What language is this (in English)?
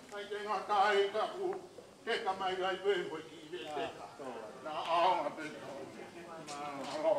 Tongan